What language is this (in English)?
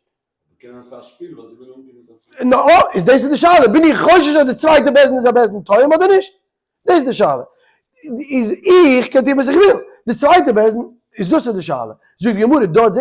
Yiddish